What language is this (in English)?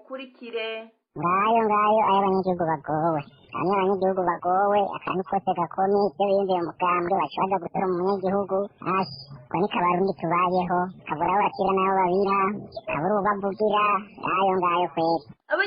Rundi